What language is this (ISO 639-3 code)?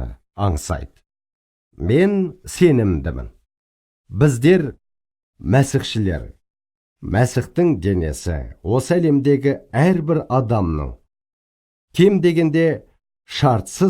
kaz